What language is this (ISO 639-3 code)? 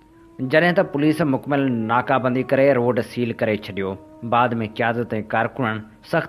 snd